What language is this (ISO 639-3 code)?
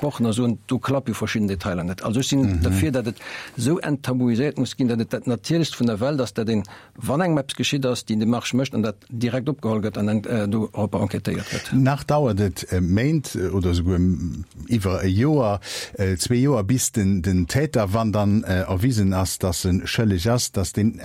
ltz